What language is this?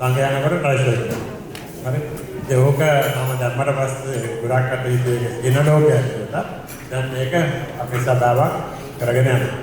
Sinhala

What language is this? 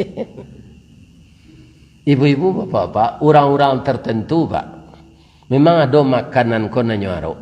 Minangkabau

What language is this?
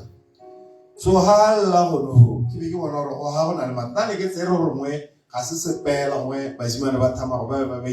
Tswana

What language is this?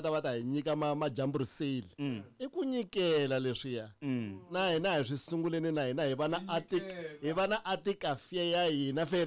Tsonga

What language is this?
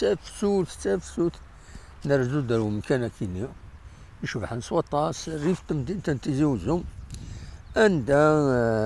Kabyle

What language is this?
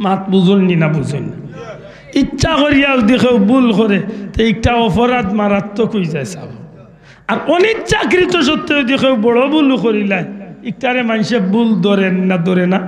Sylheti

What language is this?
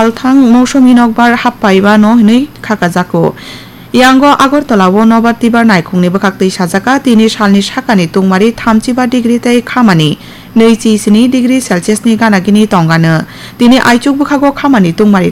Kok Borok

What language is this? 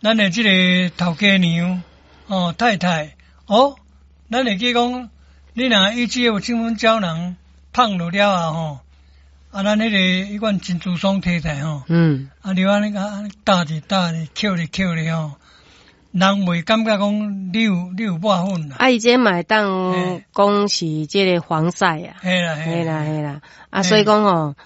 Min Nan Chinese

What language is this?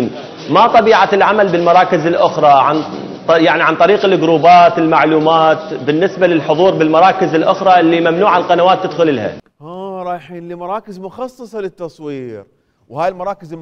Mesopotamian Arabic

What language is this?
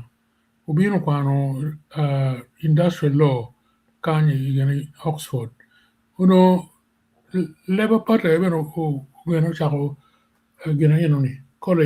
Acoli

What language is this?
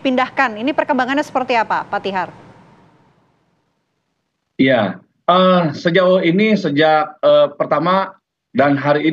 Indonesian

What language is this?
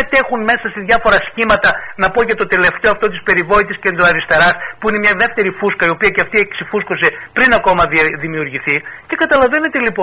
Greek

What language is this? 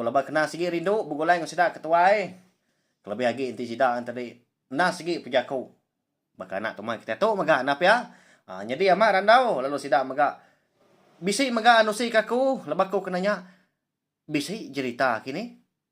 Iban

